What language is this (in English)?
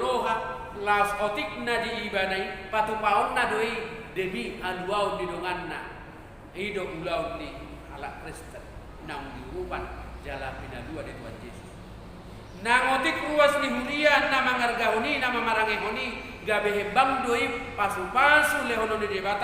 Batak Toba